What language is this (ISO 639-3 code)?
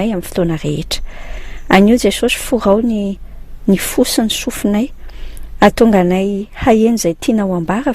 mlg